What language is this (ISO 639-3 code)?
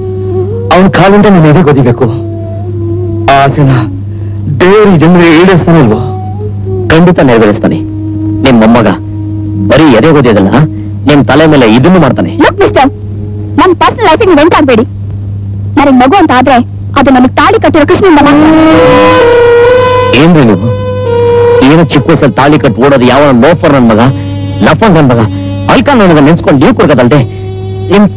kan